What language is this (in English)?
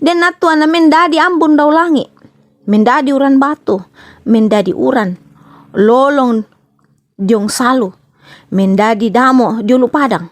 Toraja-Sa'dan